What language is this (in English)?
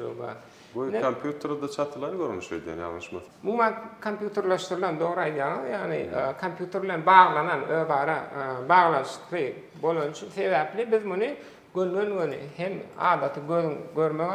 Turkmen